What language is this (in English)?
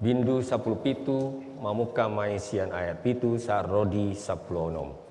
Batak Toba